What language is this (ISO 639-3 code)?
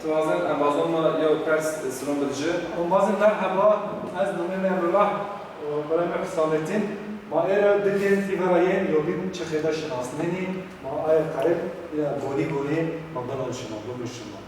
zza